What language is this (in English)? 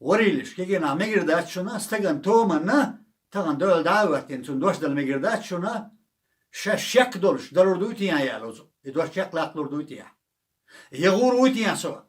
Chechen